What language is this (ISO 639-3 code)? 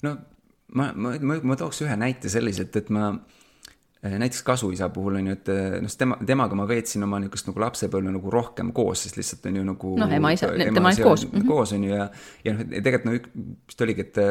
est